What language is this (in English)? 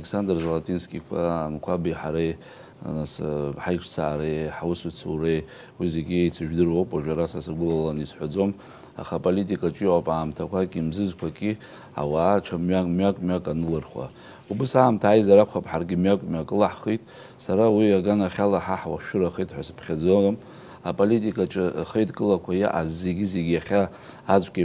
Abkhazian